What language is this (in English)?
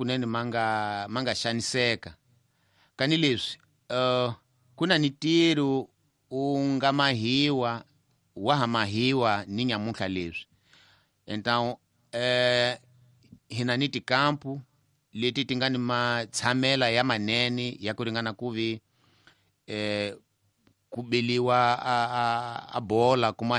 Tsonga